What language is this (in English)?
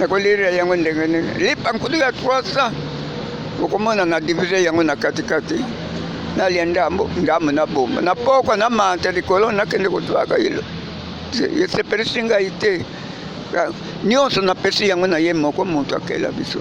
Lingala